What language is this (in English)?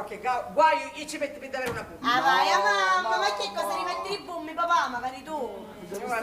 Sicilian